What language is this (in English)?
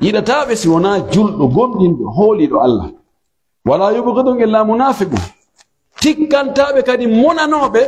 Pular